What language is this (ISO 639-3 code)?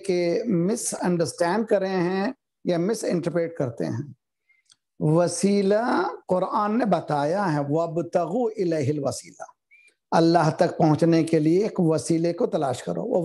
urd